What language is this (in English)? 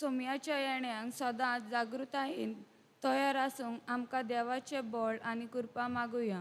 Konkani